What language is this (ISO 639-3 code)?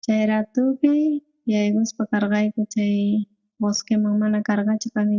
quh